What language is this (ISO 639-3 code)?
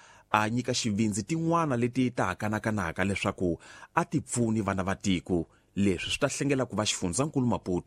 tso